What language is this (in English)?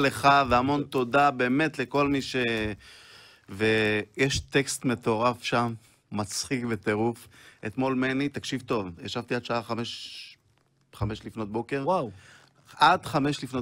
Hebrew